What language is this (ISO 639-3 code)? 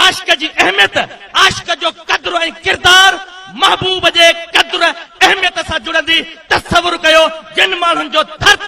snd